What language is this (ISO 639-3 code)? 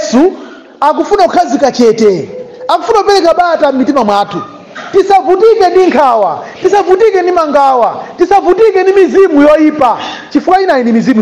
nya